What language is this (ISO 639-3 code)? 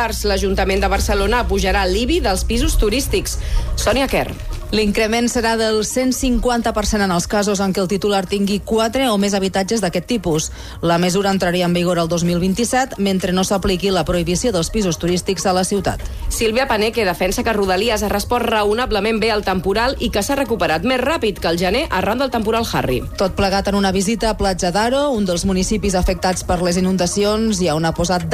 cat